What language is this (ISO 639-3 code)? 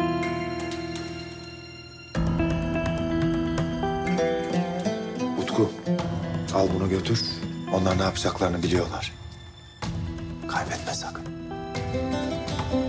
tur